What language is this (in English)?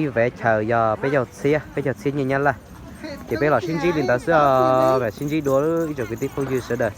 Hmong